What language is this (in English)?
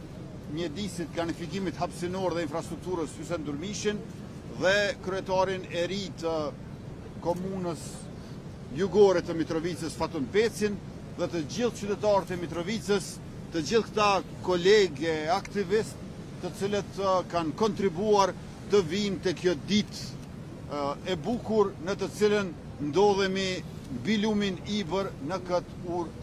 Albanian